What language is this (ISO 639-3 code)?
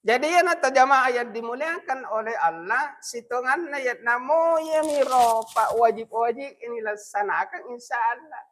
bug